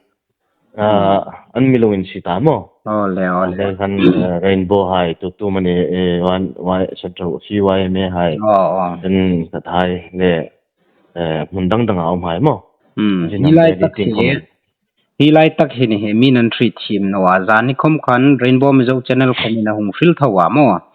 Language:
Hmar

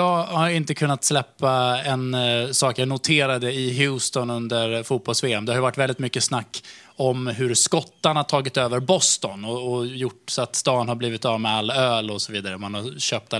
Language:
Swedish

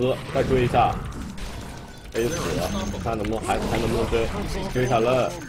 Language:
Chinese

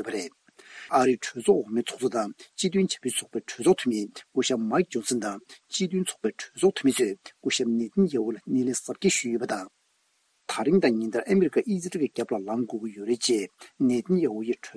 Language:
Tibetan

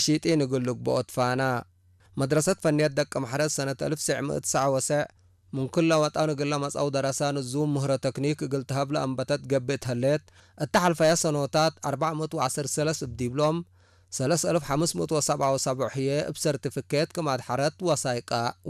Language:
Tigre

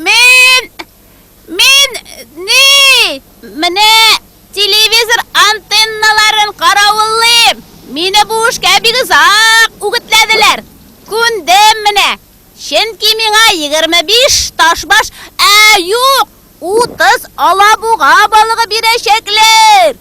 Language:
Tatar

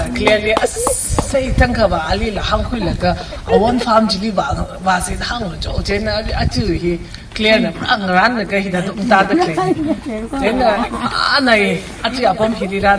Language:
Tangkhul Naga (India)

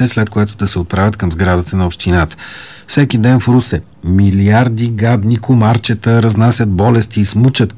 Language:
Bulgarian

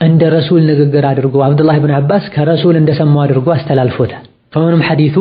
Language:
Amharic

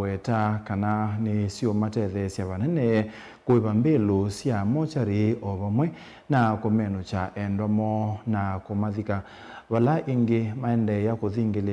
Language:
Kamba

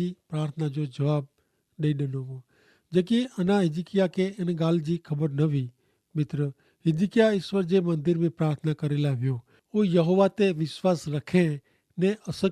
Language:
Kachhi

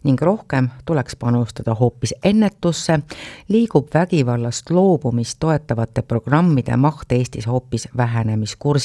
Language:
Estonian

